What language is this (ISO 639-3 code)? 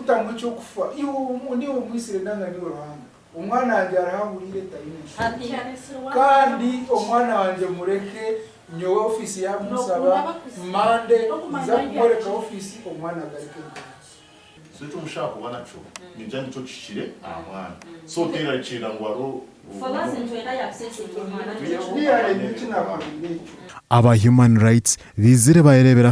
nyn